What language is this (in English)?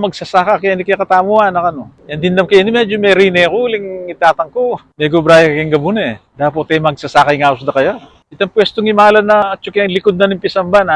Pampanga